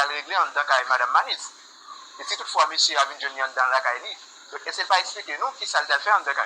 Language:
Haitian Creole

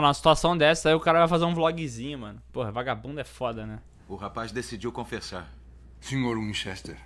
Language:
Portuguese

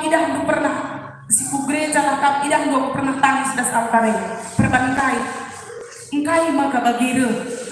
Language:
Batak Karo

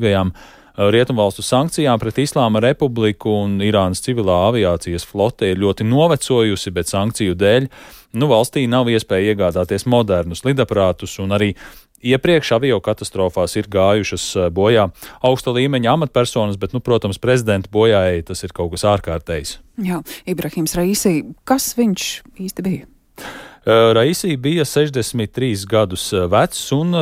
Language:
Latvian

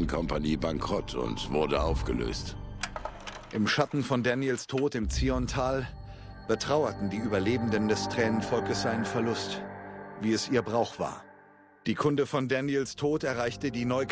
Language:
Bavarian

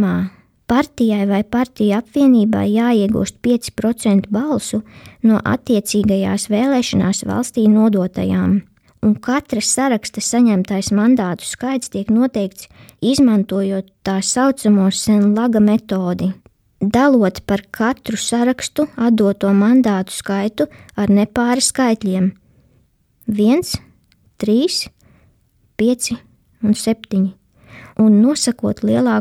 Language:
Latvian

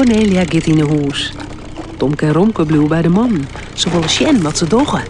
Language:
Western Frisian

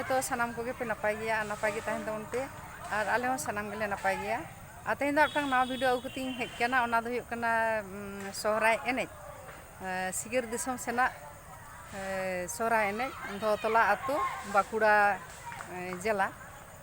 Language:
Santali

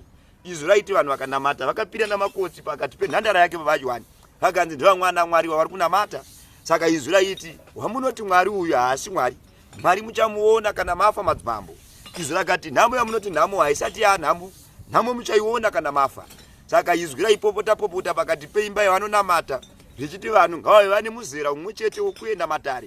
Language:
Shona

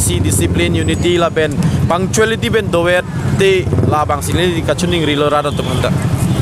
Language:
Karbi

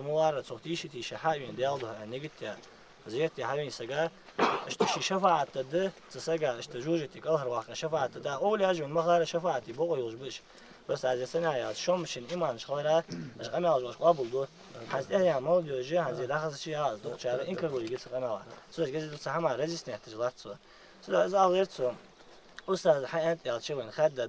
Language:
Ingush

